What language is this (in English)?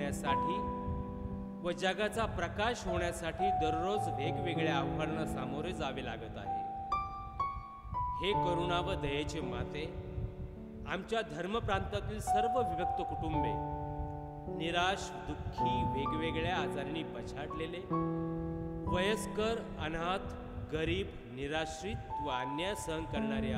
Marathi